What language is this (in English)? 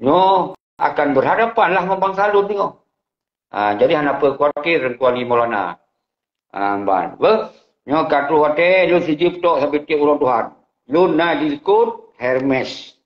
Achinese